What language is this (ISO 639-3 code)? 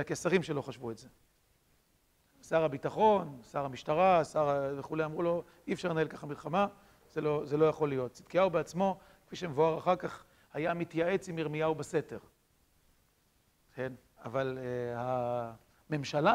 heb